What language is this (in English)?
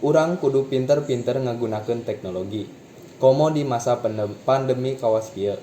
Sundanese